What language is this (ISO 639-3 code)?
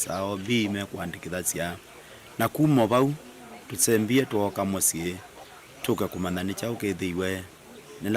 kam